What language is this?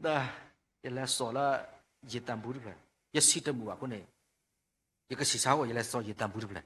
S'gaw Karen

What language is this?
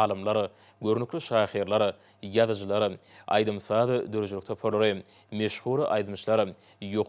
Turkmen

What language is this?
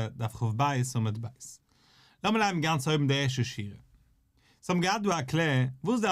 Yiddish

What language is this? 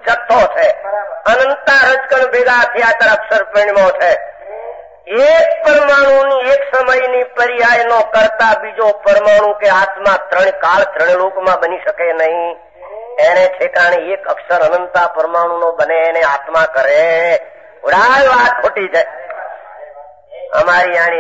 Gujarati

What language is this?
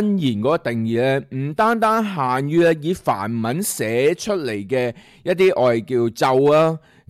Cantonese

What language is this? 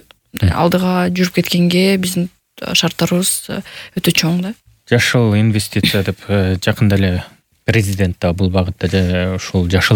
Kyrgyz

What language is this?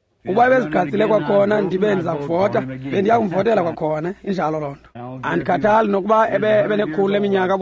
Xhosa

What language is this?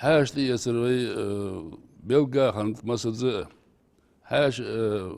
Ingush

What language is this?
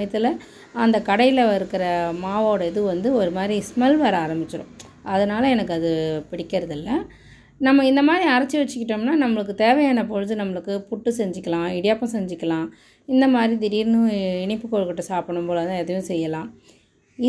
Tamil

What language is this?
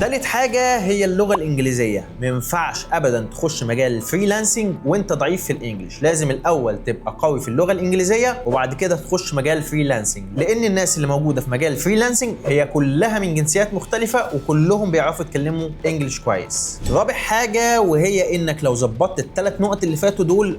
Egyptian Arabic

